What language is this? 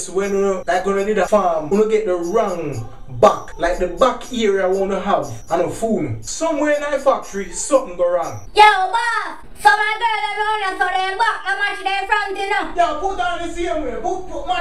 Jamaican Creole English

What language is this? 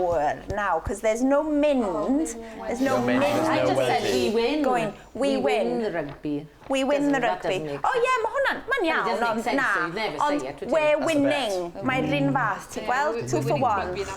Welsh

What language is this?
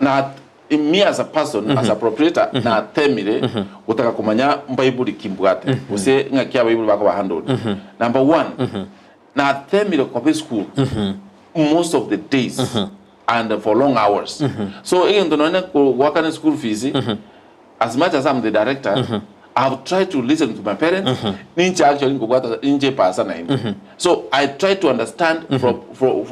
Gusii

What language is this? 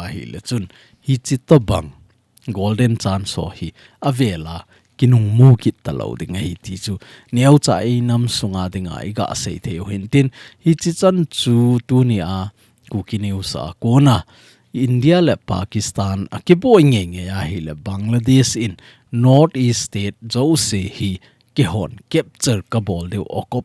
Thado Chin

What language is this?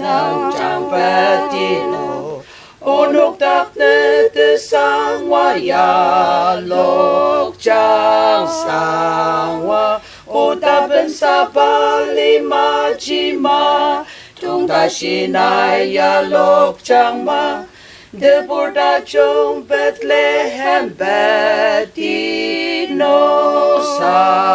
Ao Naga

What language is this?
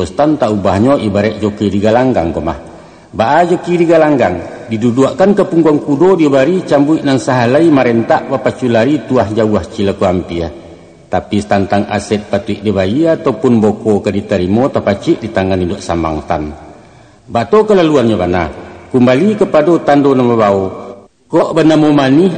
Minangkabau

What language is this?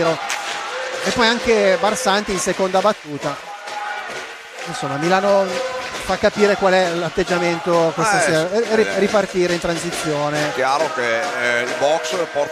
Italian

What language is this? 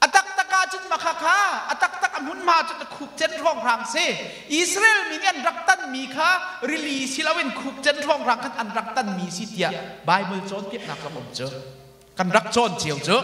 Hakha Chin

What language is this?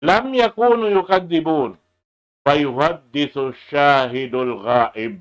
Tausug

